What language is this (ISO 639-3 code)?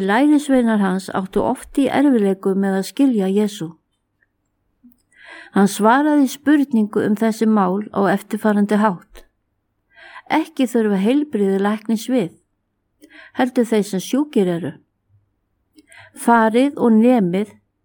isl